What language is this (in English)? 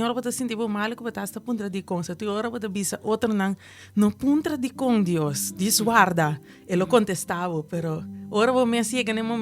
Papiamento